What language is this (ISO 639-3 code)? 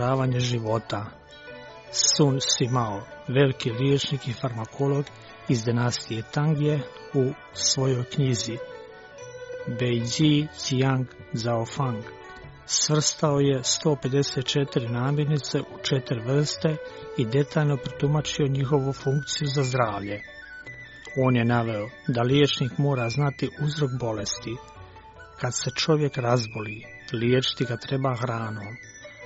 hrv